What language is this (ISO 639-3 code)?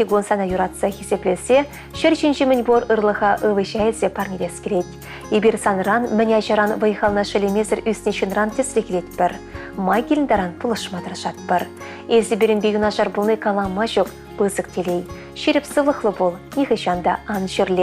chv